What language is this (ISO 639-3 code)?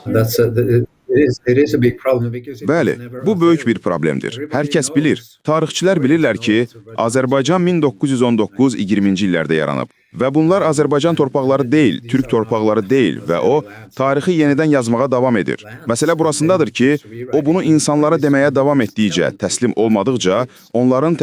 aze